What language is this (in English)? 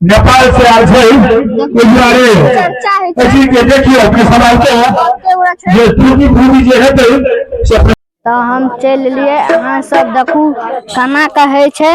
Maithili